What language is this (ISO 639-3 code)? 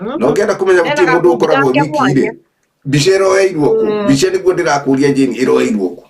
kik